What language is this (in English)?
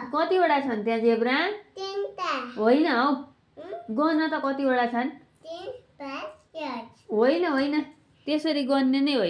Nepali